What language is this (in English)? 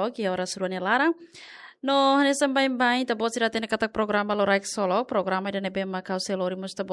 Tetum